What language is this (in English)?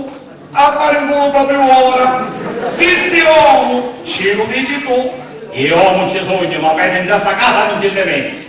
Sicilian